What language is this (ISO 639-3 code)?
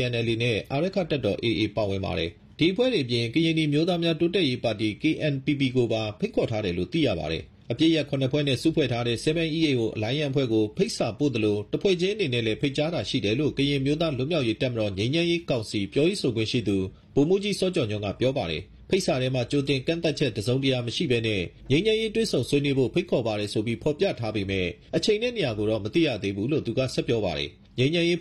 mya